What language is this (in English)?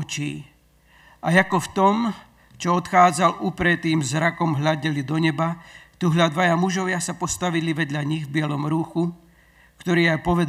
Slovak